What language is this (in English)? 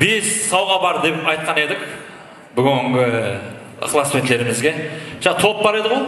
Kara-Kalpak